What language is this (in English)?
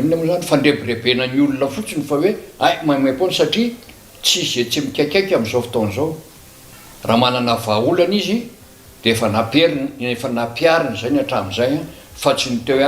Malagasy